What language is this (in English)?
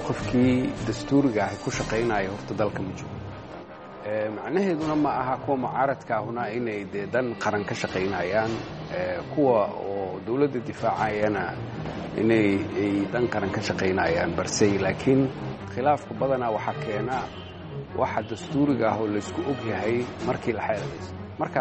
Somali